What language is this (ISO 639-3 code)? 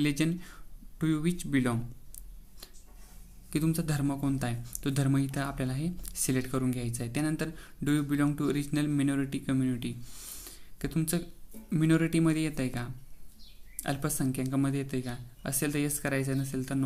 mar